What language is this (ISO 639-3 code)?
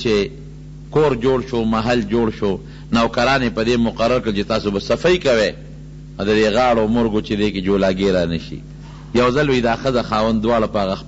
pus